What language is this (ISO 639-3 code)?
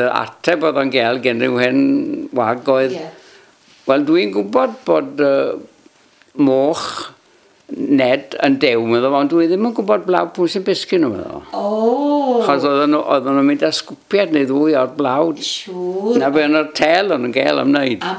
cym